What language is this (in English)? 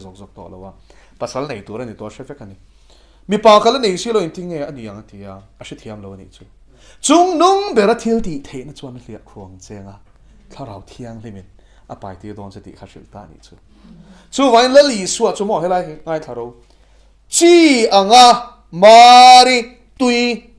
Mizo